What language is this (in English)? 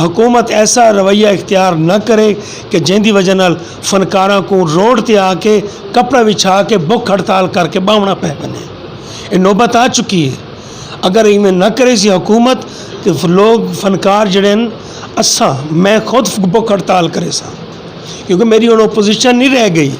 Western Panjabi